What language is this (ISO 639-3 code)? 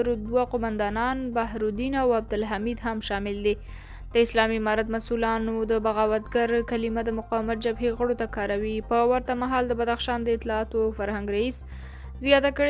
pus